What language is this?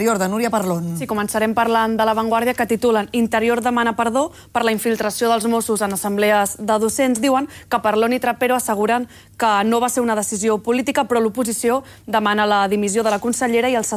Catalan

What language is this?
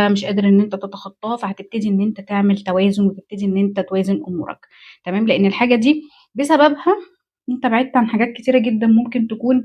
Egyptian Arabic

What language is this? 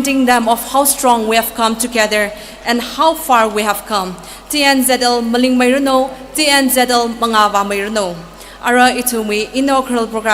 Tangkhul Naga (India)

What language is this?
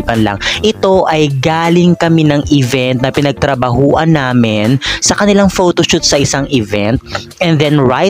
Filipino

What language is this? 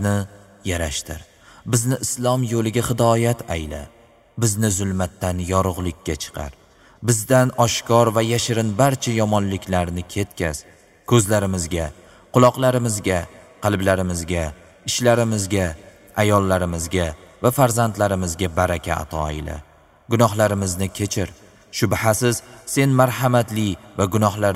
Uzbek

